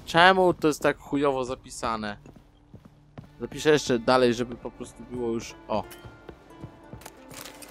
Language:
Polish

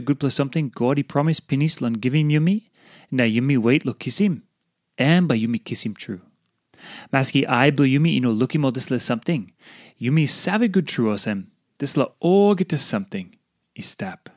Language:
Tok Pisin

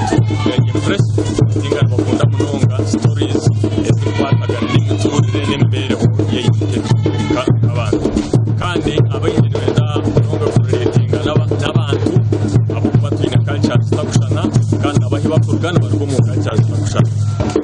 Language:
Nyankole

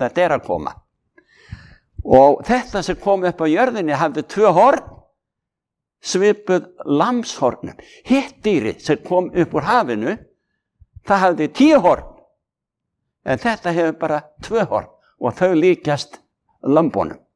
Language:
Icelandic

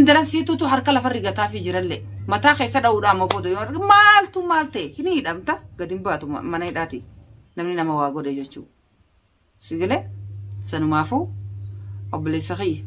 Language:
Oromo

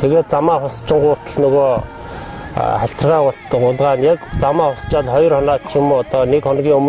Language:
Mongolian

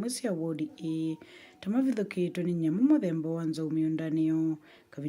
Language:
Kamba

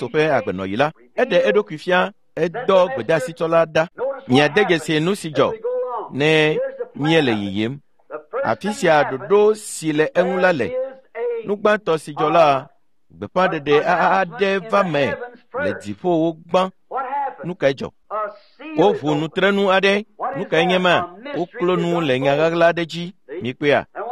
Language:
Ewe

